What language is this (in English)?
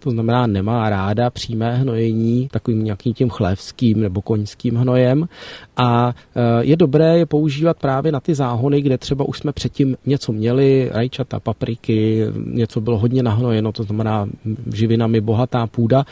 Czech